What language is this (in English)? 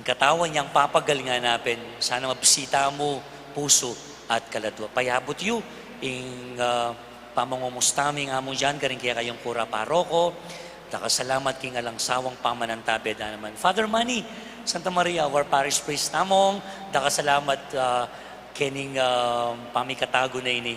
Pampanga